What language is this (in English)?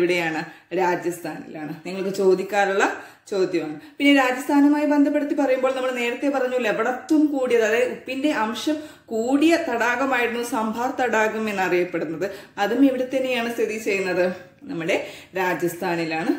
Malayalam